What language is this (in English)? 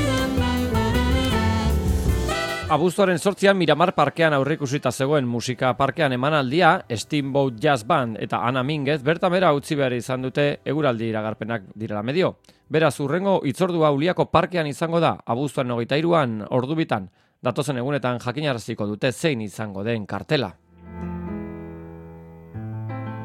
Basque